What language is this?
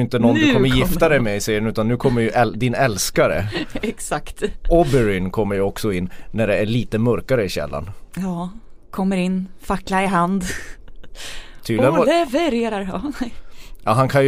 Swedish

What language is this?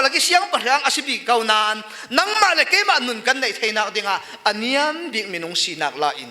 Falam Chin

